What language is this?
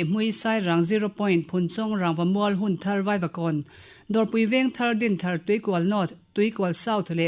Mizo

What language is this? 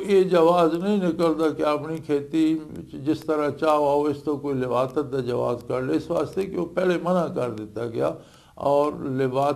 Western Panjabi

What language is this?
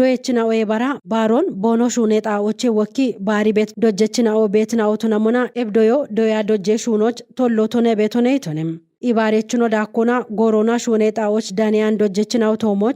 Kafa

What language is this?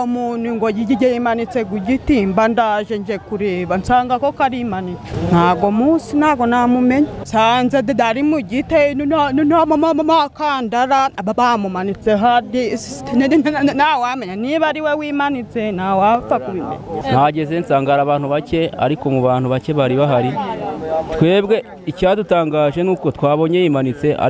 Kinyarwanda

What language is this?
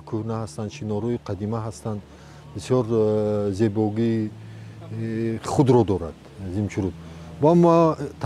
Tajik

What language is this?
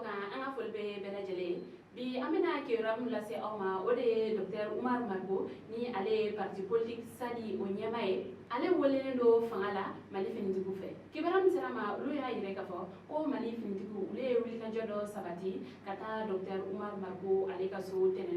Bambara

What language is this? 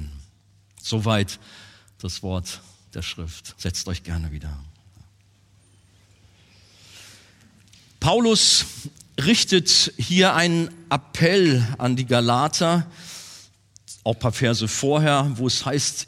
German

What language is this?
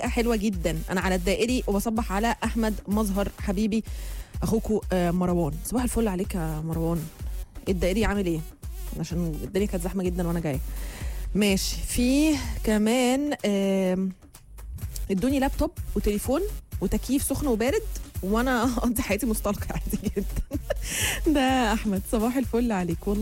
Egyptian Arabic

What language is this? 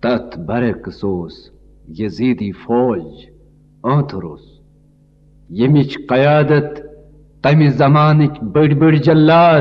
Kashmiri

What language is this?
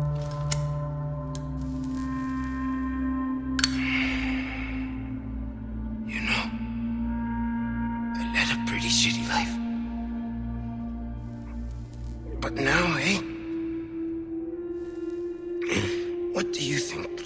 English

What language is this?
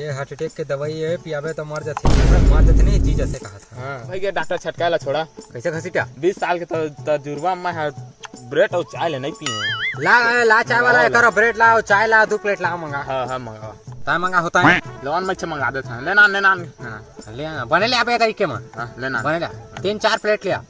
Chhattisgarhi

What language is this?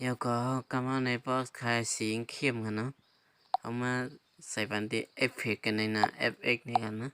Shan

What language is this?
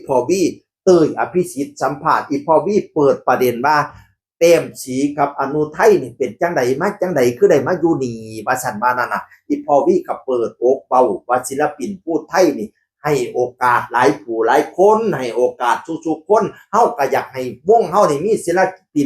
Northeastern Thai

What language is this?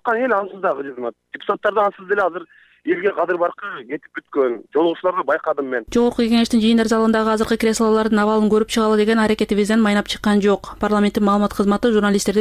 Kyrgyz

